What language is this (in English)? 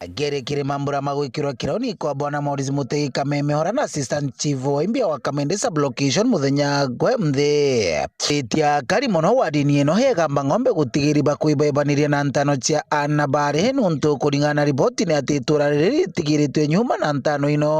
Meru